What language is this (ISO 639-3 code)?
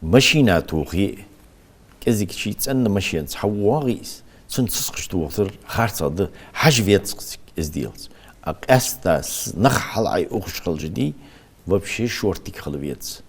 inh